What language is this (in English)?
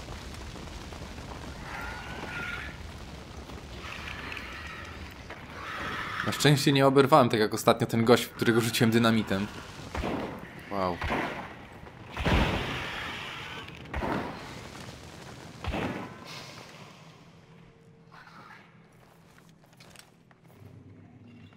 Polish